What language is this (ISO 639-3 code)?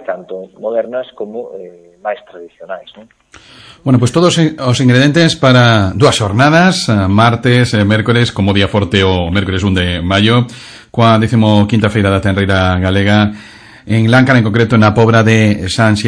glg